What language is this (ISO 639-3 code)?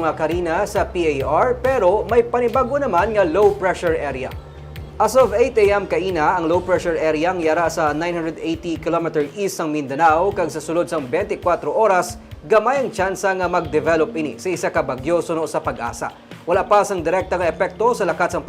hil